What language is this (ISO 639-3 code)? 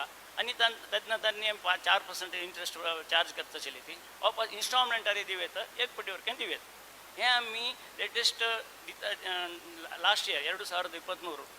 kok